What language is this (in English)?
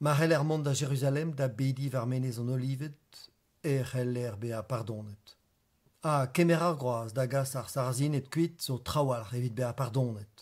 Breton